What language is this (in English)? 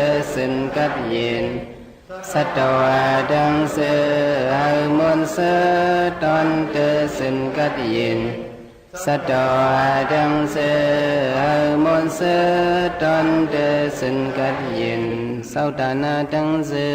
Shan